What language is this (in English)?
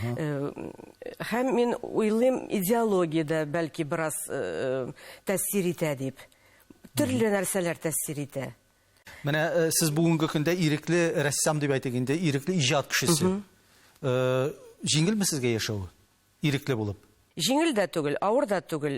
Tatar